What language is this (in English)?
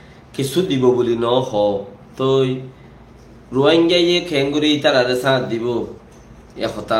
Rohingya